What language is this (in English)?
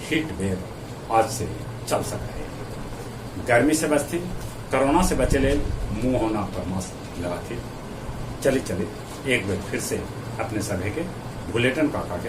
Magahi